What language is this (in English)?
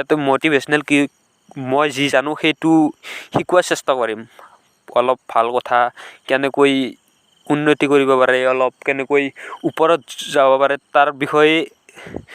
Assamese